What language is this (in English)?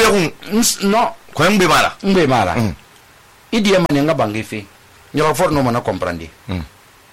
Susu